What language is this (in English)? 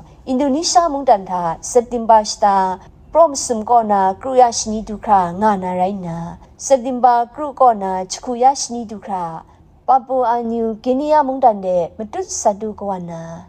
Kachin